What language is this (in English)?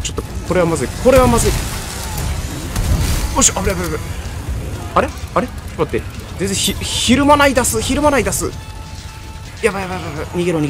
Japanese